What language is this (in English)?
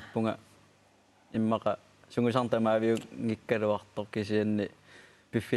Kalaallisut